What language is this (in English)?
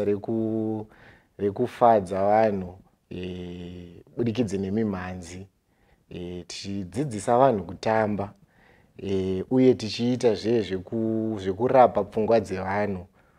Shona